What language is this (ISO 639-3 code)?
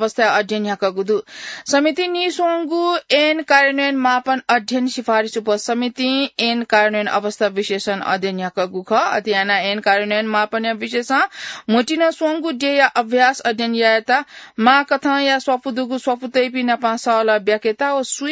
new